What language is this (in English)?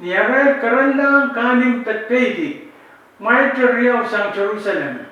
Pohnpeian